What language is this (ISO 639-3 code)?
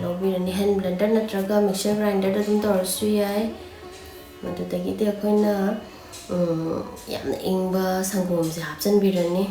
mni